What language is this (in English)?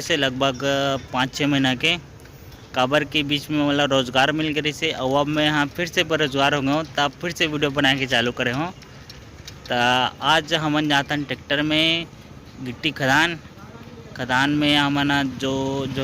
Chhattisgarhi